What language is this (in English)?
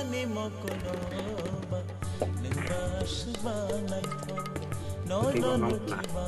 Kok Borok